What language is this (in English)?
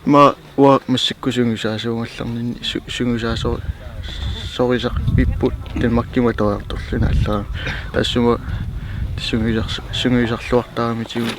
Kalaallisut